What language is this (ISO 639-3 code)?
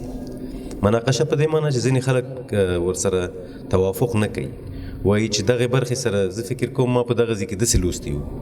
pus